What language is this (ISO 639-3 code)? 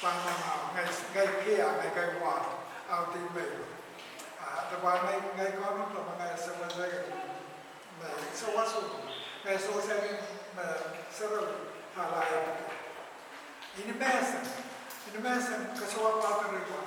pon